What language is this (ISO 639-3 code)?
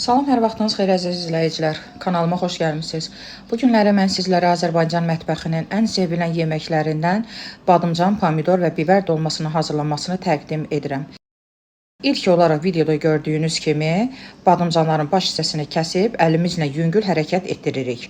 aze